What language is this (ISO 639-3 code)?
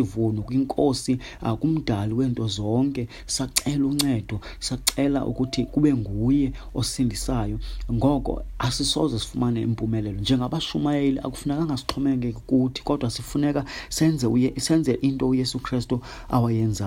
xho